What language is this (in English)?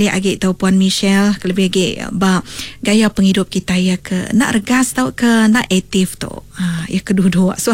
Iban